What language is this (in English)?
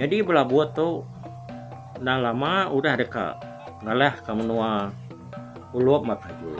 Iban